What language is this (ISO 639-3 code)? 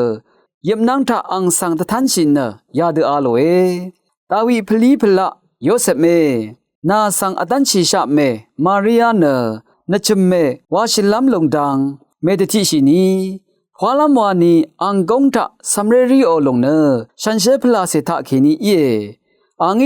raw